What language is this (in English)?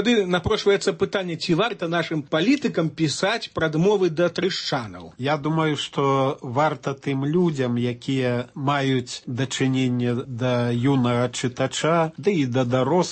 Belarusian